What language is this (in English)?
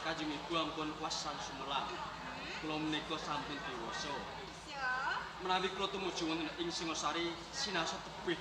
Javanese